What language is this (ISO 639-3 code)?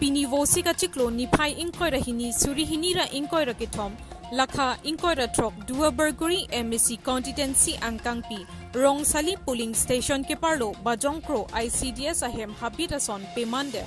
mjw